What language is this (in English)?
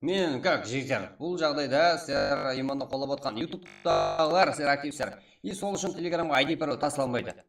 Kara-Kalpak